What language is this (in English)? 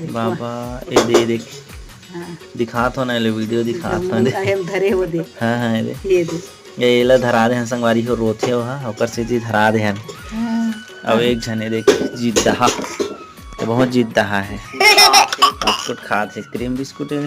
Chhattisgarhi